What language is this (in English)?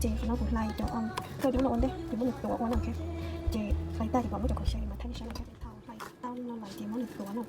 Hmong